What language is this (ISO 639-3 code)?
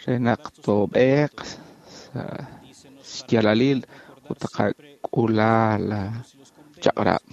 kek